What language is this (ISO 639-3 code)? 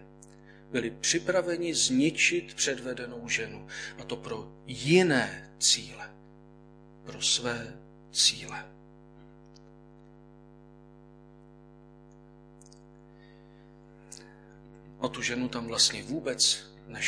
ces